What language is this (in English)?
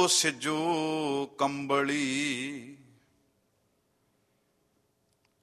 Punjabi